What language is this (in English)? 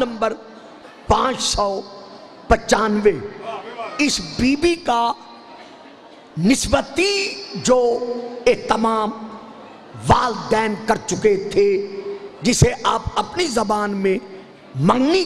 Urdu